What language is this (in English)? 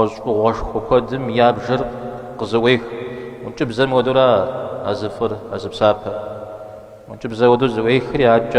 Kabardian